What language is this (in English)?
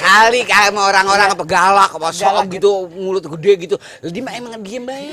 Betawi